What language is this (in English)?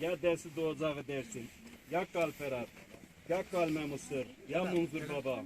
Zaza